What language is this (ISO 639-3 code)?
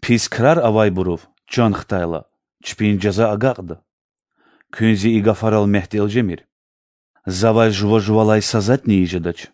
lez